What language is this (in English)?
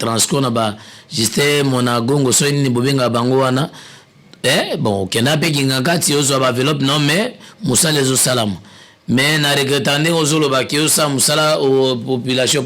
Lingala